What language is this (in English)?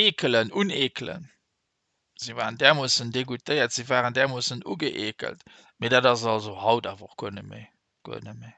Luxembourgish